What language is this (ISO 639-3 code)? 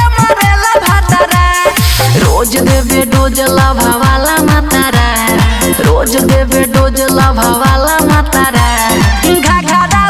bho